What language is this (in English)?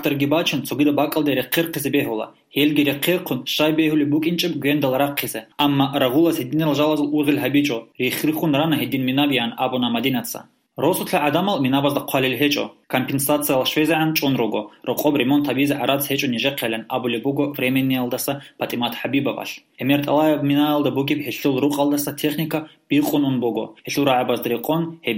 Avaric